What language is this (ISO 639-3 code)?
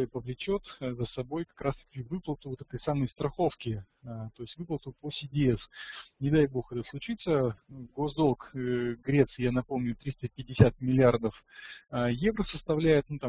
rus